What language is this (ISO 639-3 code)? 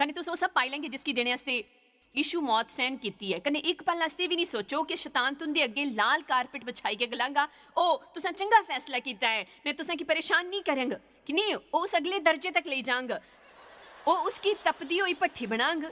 doi